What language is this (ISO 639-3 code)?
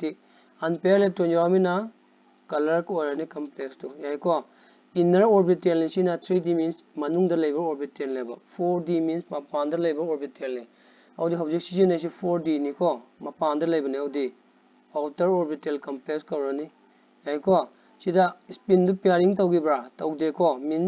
mni